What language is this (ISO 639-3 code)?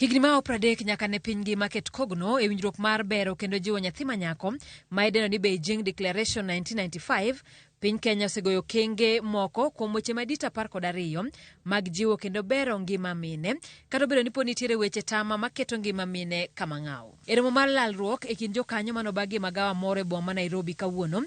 luo